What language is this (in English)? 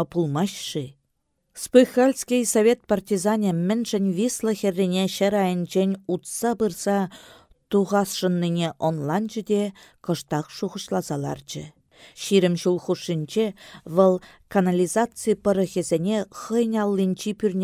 Chuvash